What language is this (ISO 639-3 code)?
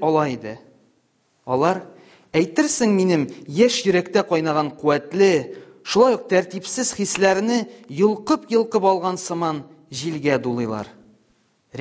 tat